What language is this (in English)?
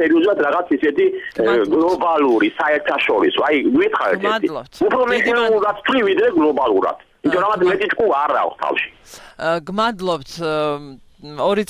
Georgian